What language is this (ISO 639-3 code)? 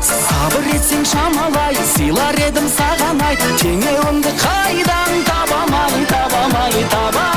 kaa